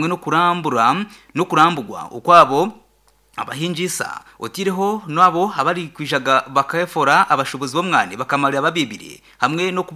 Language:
Nyankole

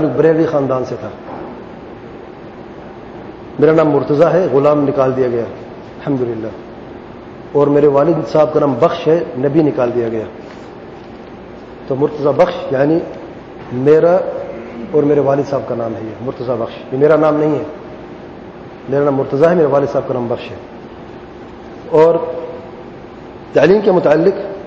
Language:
Urdu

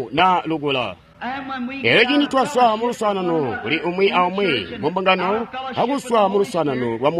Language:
Tonga (Zambia)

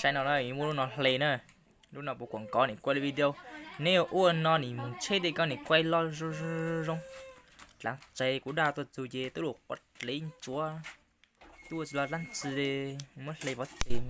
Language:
Hmong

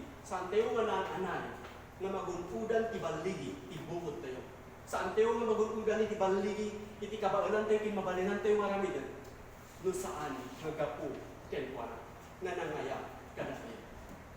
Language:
Iloko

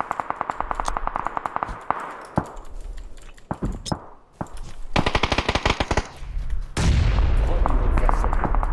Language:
Hungarian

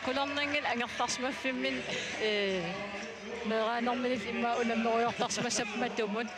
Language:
Kalaallisut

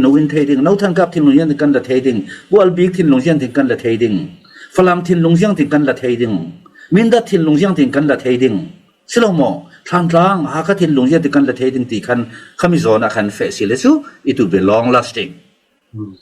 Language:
Falam Chin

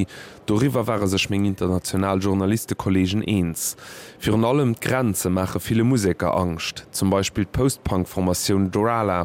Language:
Luxembourgish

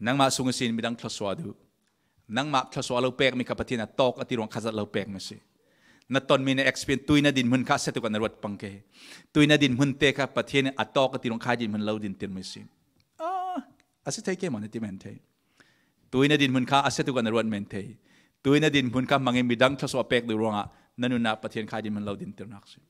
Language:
Falam Chin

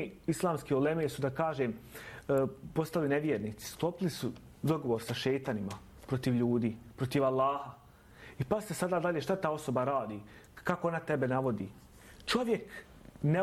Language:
Bosnian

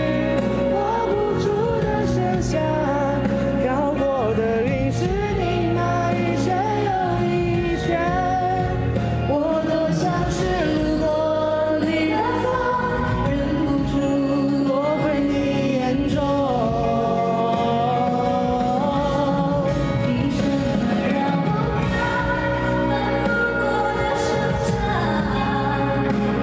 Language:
Chinese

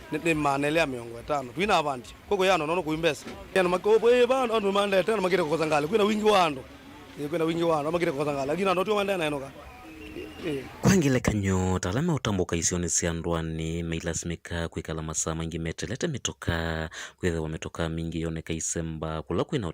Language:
Kamba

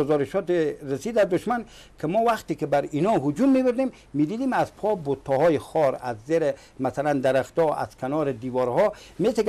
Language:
Persian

